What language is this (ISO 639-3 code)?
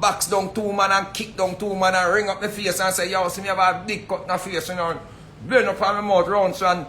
jam